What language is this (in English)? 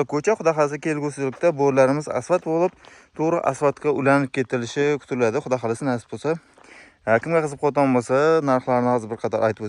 Uzbek